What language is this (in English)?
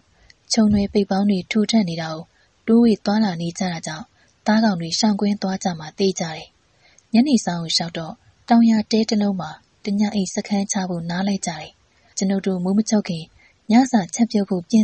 Burmese